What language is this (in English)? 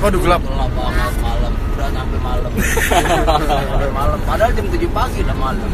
Betawi